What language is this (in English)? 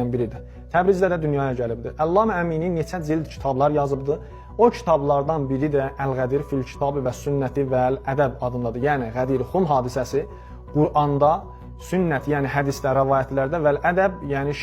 Azerbaijani